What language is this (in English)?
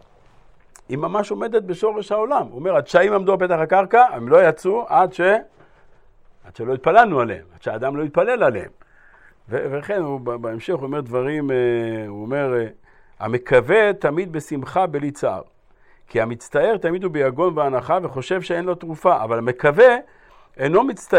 Hebrew